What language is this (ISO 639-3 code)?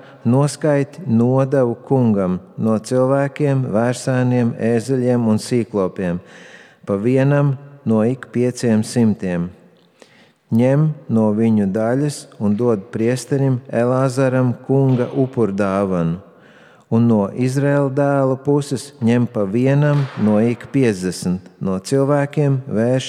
lav